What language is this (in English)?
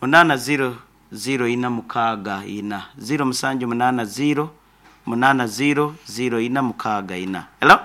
Nyoro